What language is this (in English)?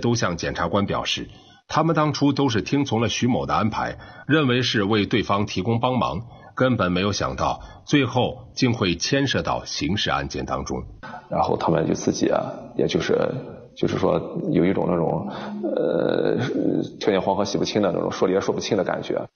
Chinese